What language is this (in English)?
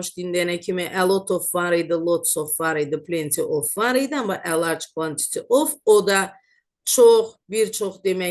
Azerbaijani